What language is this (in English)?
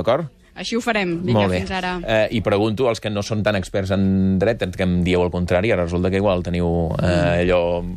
Catalan